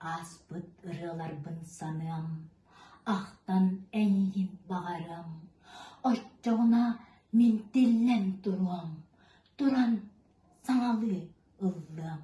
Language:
Yakut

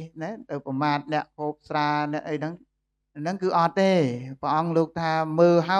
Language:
Khmer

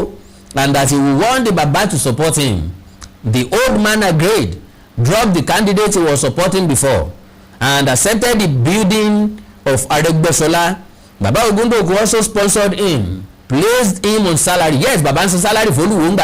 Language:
Yoruba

